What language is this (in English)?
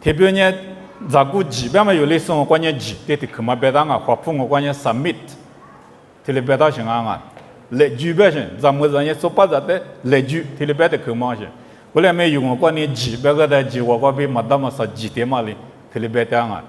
Lisu